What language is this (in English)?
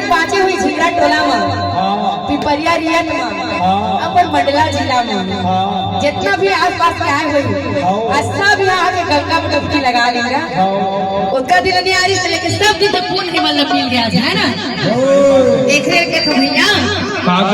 Chhattisgarhi